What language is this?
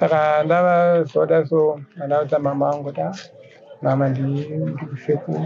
Shona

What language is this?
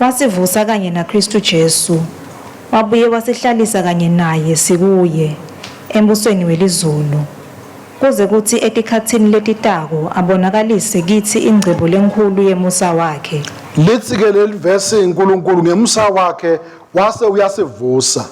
Swati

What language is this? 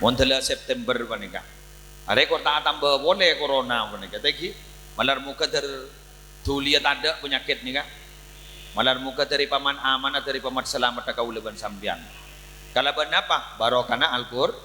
Madurese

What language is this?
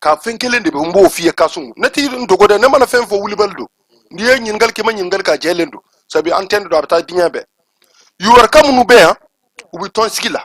Bambara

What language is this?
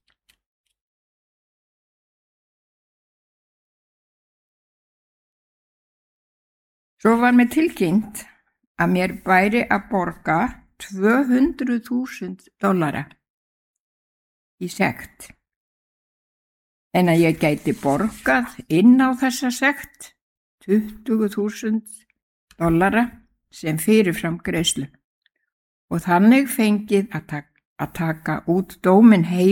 Icelandic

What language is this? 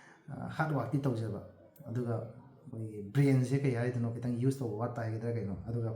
Manipuri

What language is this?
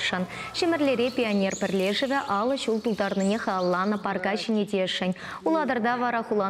Chuvash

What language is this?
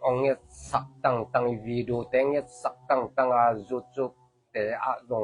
Tedim Chin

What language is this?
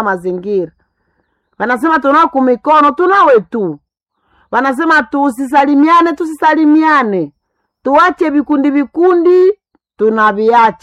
Swahili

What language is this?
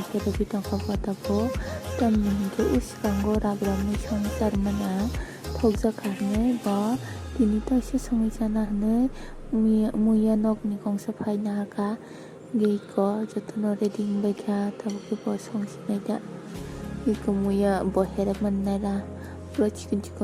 Kok Borok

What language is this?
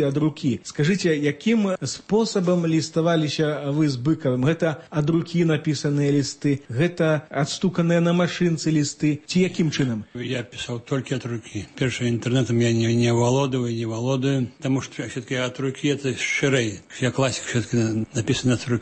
Belarusian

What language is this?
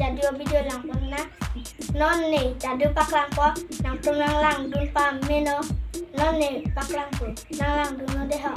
Karbi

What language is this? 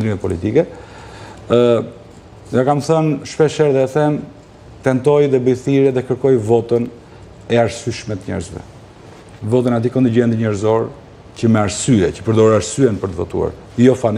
Albanian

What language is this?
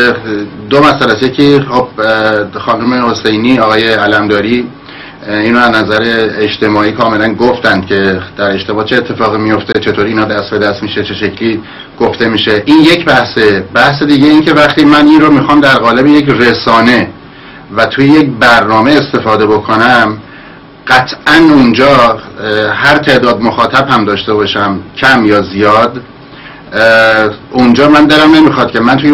Persian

